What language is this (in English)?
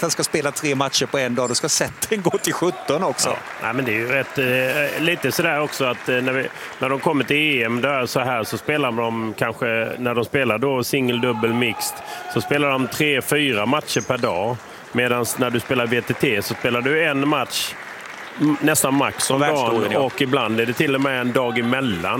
Swedish